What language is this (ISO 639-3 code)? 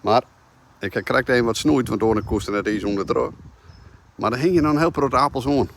fry